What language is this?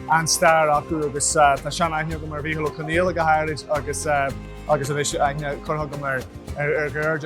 Irish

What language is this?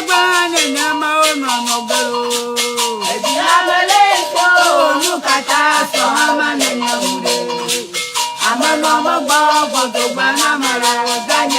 Ewe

